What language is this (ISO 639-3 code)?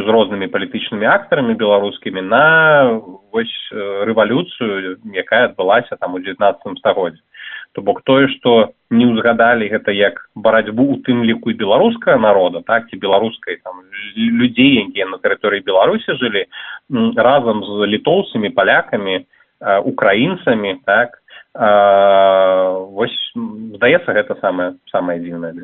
bel